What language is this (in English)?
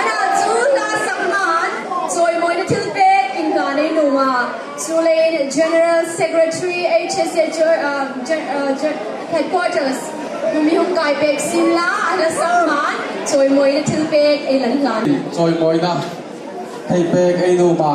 Hmar